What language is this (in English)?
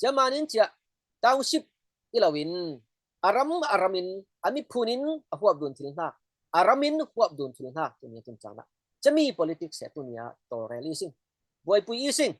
Falam Chin